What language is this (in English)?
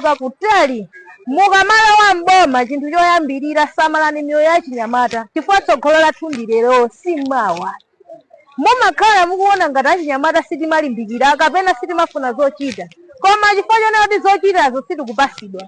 Nyanja